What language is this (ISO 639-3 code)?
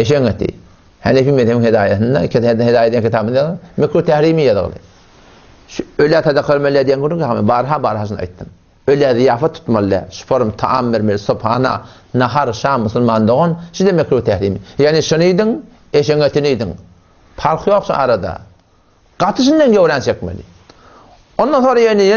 tuk